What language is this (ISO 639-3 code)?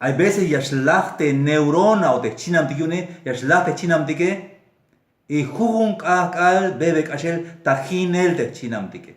tzh